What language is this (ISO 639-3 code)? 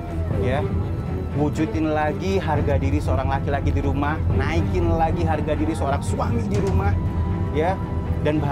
ind